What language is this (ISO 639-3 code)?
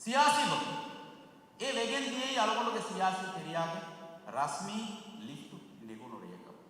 div